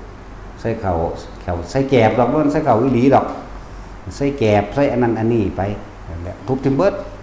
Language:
Northeastern Thai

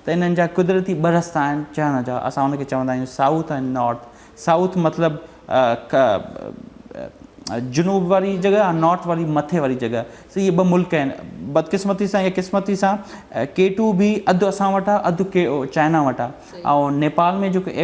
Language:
Sindhi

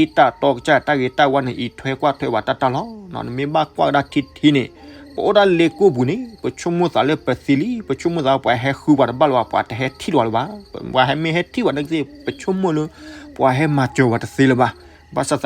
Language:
S'gaw Karen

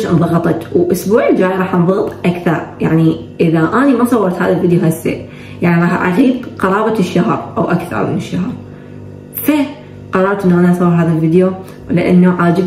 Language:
Mesopotamian Arabic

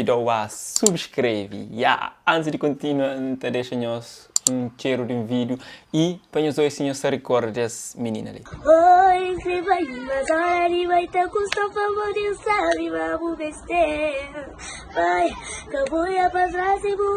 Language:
Kabuverdianu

